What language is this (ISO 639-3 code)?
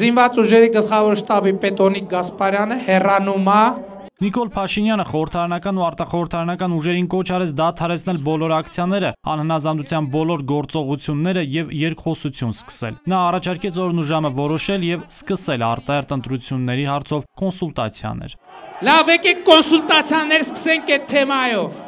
hye